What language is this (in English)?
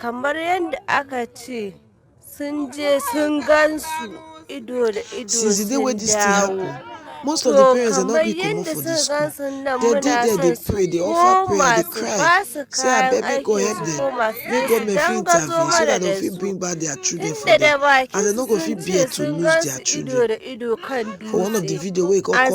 Nigerian Pidgin